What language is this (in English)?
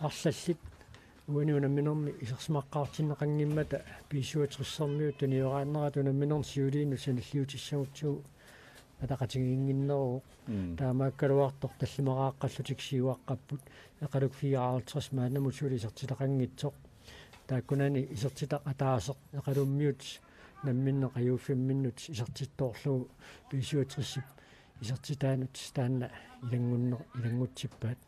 Kalaallisut